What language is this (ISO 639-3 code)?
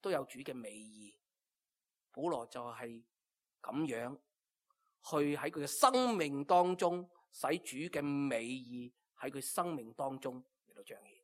yue